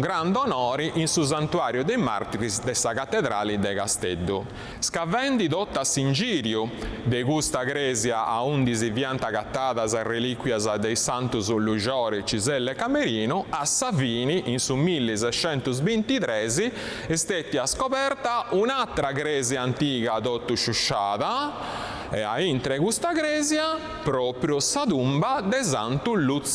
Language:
Sardinian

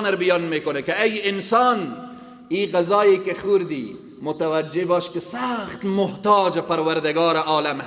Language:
Persian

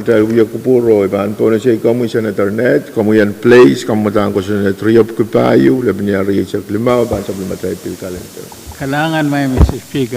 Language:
Pohnpeian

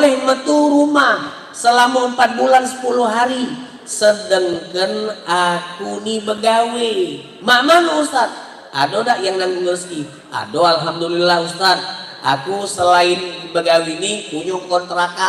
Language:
Musi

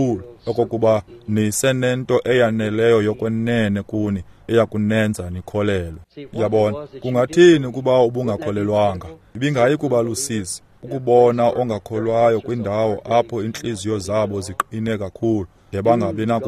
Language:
Xhosa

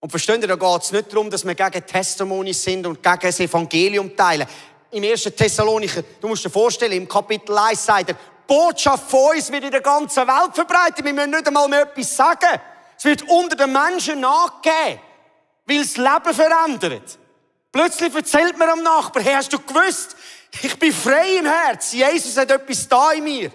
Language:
Swiss German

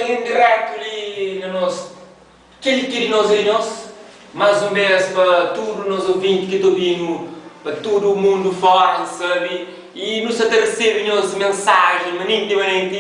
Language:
Kabuverdianu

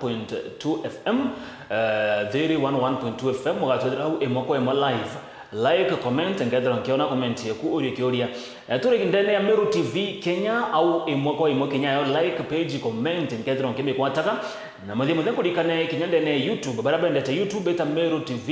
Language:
Meru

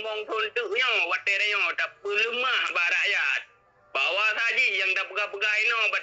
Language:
Achinese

